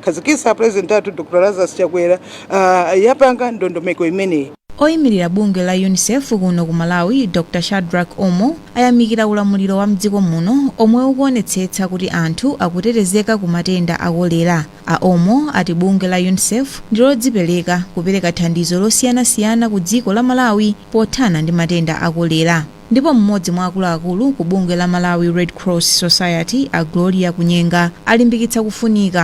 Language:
Nyanja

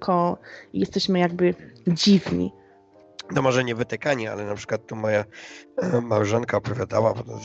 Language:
Polish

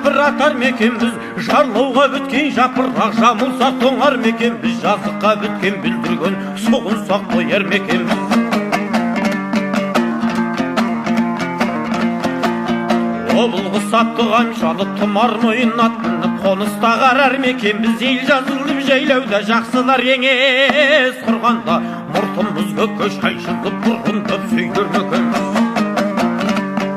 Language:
Kazakh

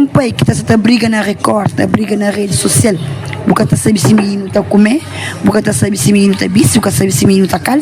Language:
Kabuverdianu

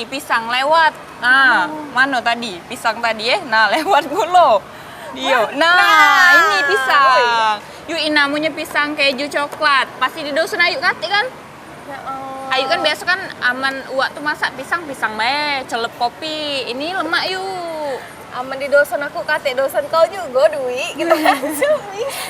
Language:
Musi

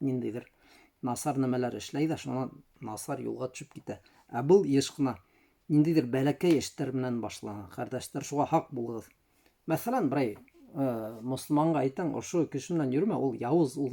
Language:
Bashkir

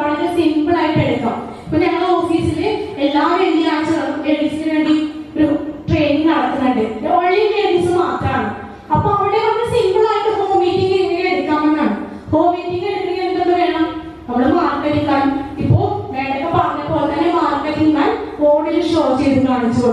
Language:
Malayalam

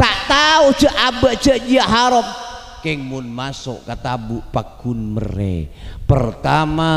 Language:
Madurese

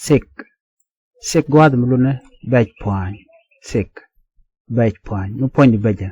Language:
Nuer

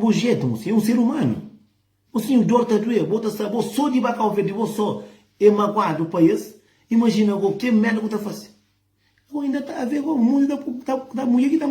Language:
Kabuverdianu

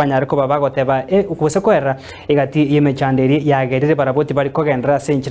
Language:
Gusii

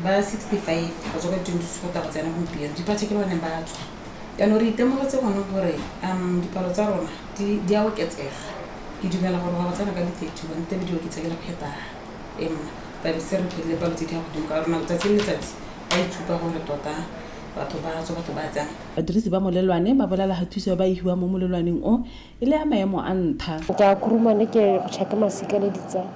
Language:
Tswana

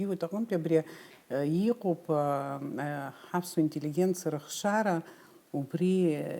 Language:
Abkhazian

